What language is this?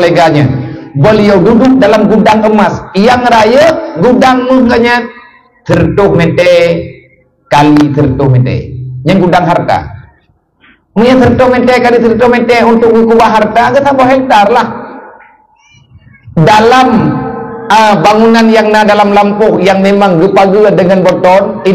Malay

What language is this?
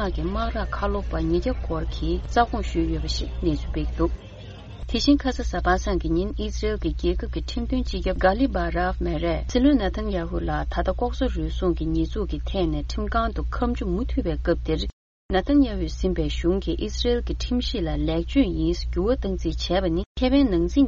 Tibetan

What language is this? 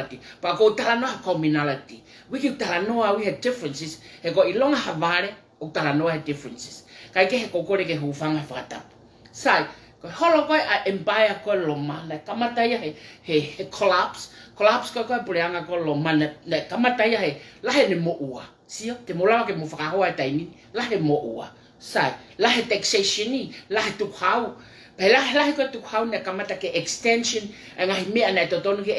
Tongan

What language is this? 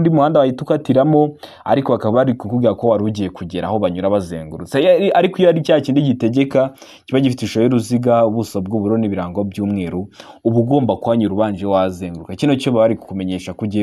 Kinyarwanda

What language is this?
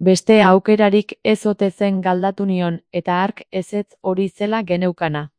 Basque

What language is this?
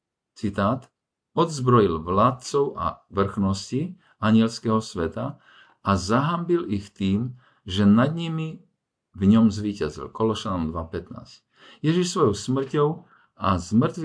Slovak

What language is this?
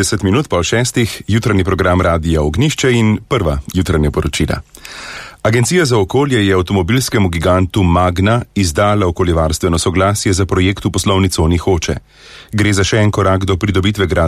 Slovenian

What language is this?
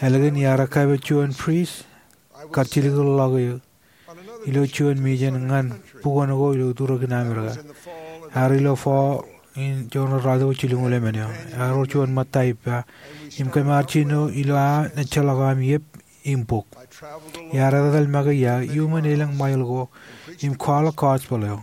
Marshallese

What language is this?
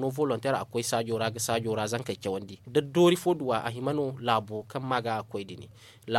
Zarma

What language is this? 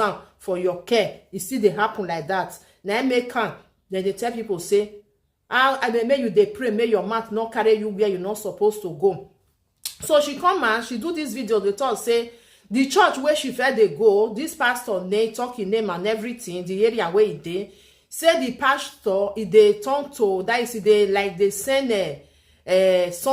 Nigerian Pidgin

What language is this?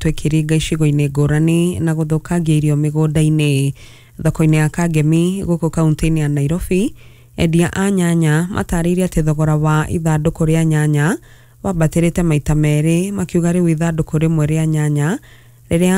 Kikuyu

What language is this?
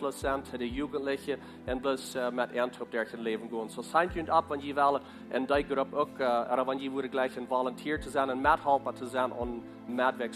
Plautdietsch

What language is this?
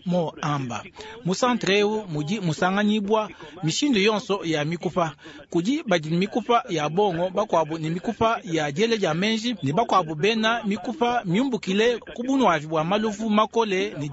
Luba-Lulua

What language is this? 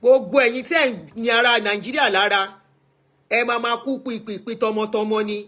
Yoruba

